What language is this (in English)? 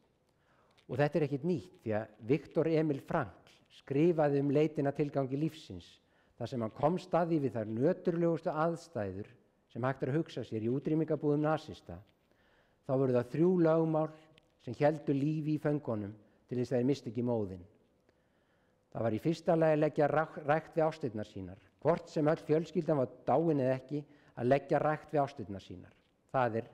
Icelandic